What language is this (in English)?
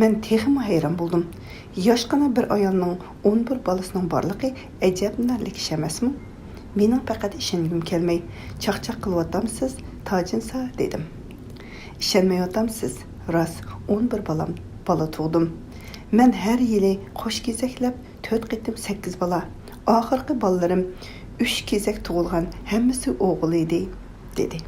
Uyghur